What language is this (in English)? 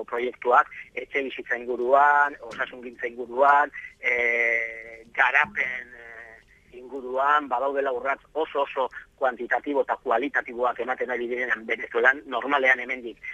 Basque